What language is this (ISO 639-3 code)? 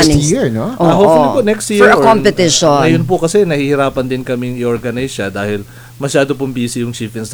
fil